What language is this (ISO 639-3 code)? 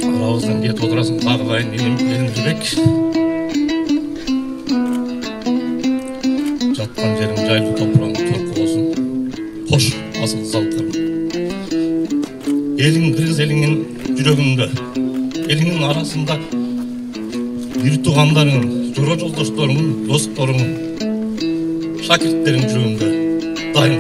kir